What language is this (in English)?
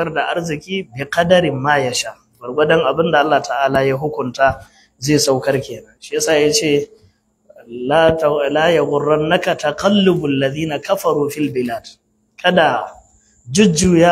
Hausa